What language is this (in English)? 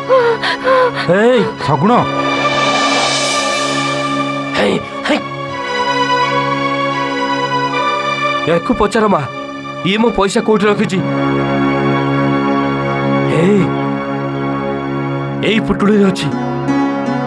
Odia